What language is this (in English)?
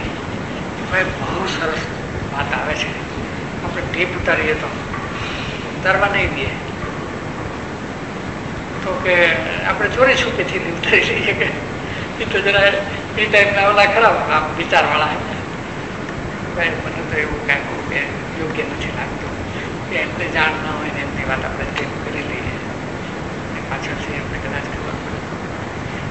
Gujarati